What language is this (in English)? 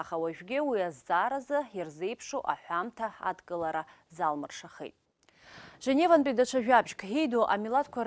Abkhazian